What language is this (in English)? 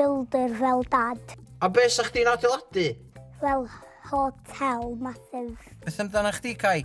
Welsh